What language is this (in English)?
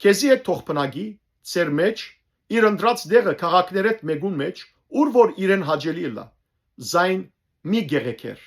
Western Armenian